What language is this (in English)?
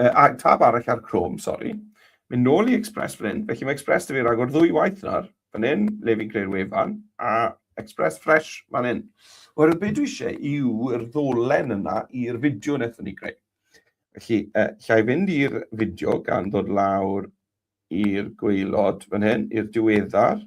Welsh